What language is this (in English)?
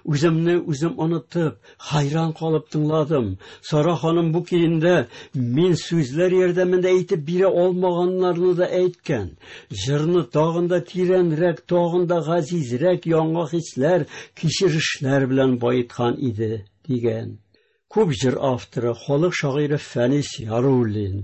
Tatar